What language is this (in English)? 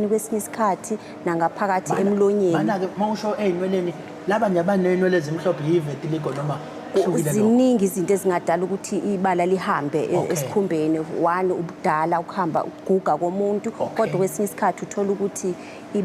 Zulu